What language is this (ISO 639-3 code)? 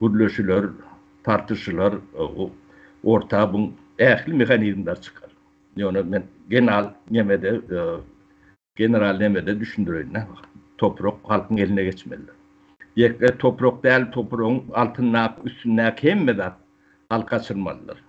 tuk